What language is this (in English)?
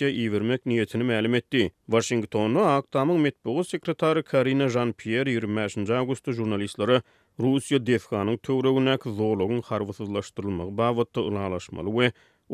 Turkmen